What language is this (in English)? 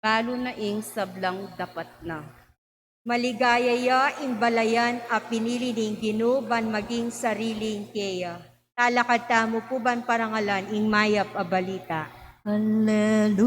Pampanga